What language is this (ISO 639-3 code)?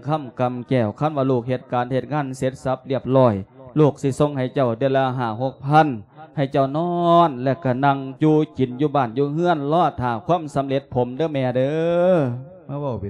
lao